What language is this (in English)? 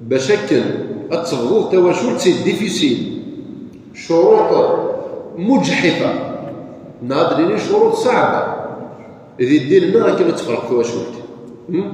Kabyle